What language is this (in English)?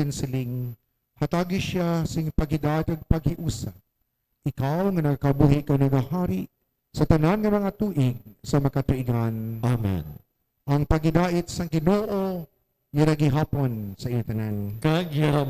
Hiligaynon